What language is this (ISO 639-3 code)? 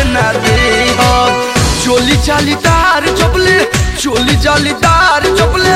bho